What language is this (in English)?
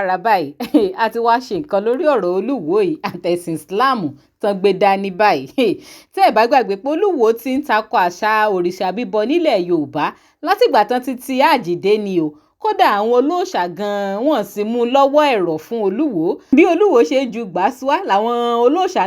Yoruba